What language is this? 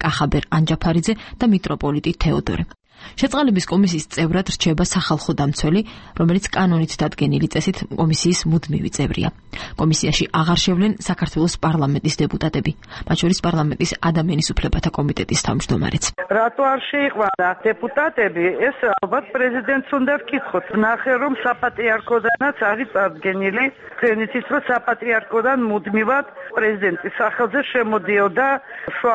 Georgian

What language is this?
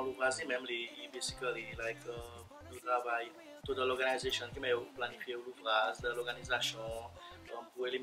Seselwa Creole French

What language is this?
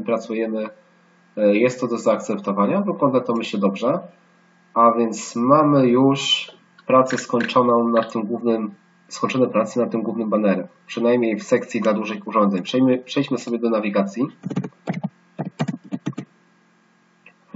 Polish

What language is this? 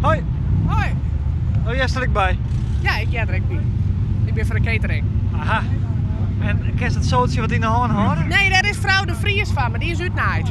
Western Frisian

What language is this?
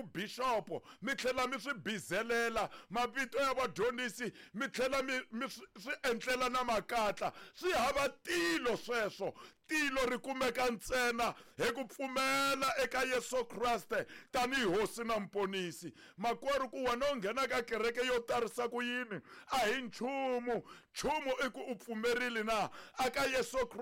Tsonga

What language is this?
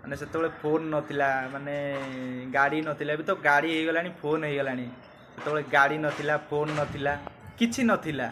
Odia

